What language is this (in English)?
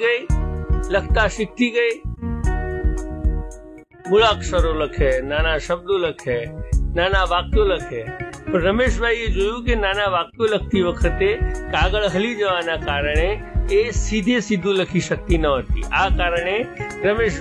Gujarati